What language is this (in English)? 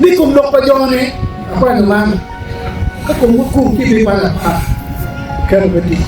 Acoli